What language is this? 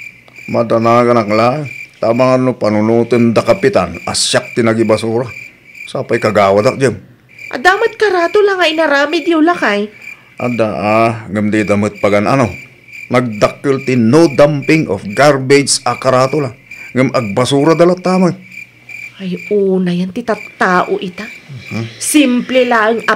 Iloko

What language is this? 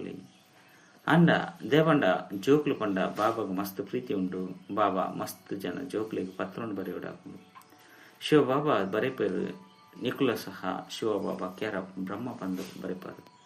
Tulu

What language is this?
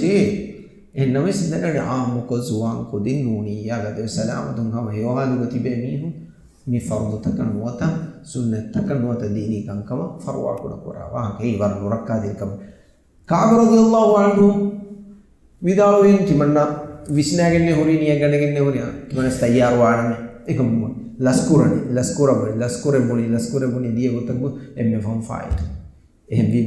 Divehi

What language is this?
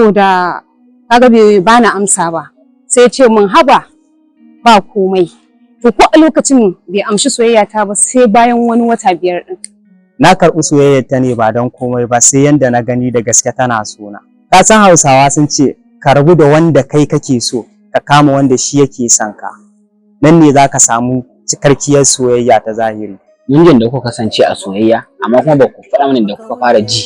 Hausa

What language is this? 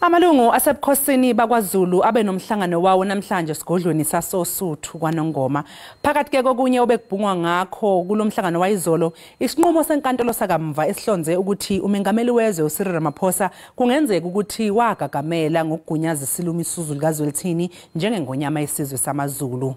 Zulu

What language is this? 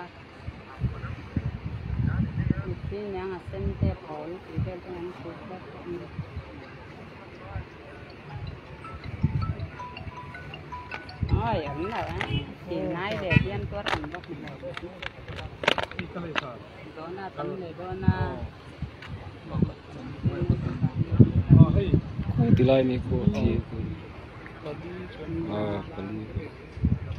Bangla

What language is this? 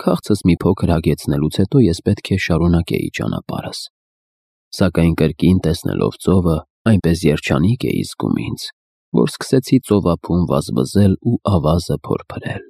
Armenian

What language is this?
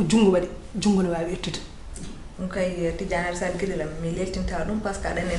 Fula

